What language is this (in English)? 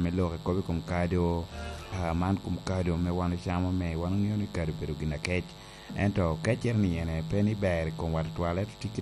Lango (Uganda)